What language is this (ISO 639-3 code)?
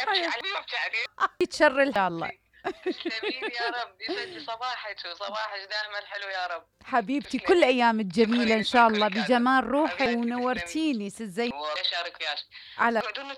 acm